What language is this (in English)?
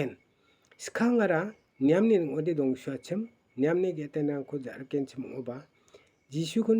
Garo